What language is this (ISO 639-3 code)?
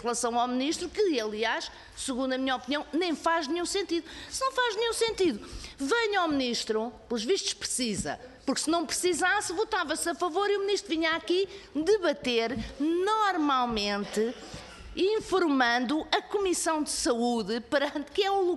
por